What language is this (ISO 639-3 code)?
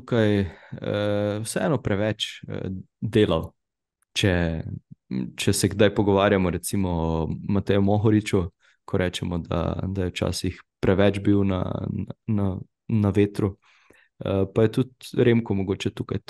slv